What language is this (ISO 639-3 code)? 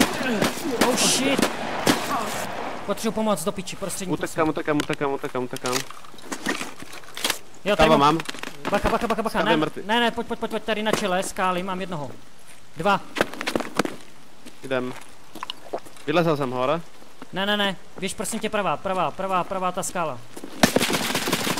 ces